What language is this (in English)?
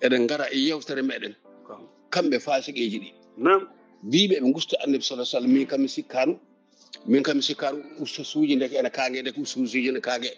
Fula